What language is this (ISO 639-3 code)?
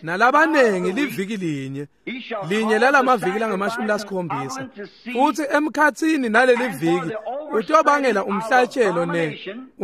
ssw